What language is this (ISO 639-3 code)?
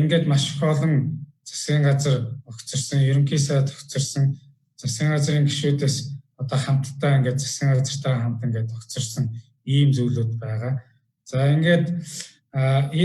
mon